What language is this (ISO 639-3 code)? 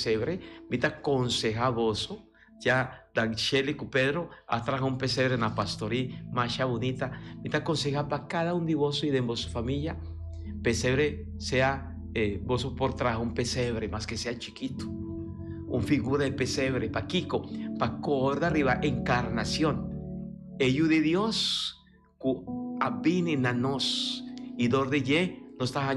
pap